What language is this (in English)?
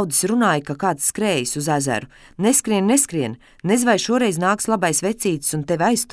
Latvian